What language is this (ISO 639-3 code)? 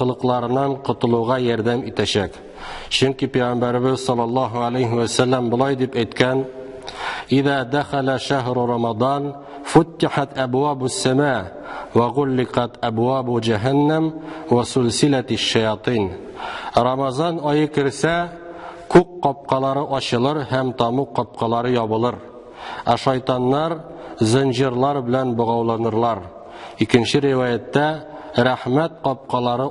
tat